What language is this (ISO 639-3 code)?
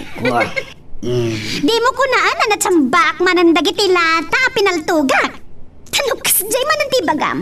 ilo